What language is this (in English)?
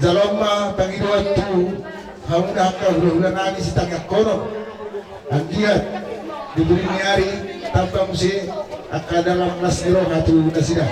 Batak Toba